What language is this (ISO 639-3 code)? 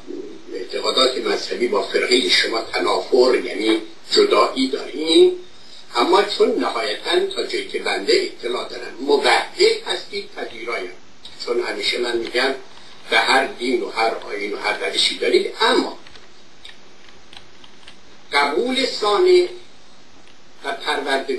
fas